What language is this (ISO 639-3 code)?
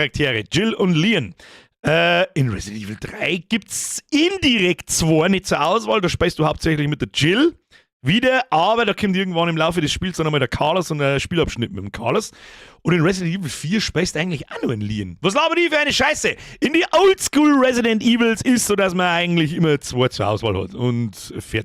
bar